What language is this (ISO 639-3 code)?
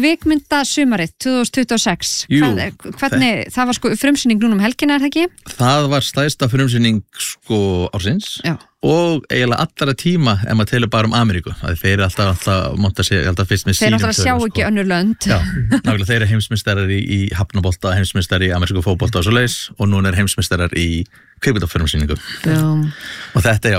isl